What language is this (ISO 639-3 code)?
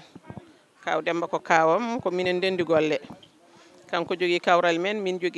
ful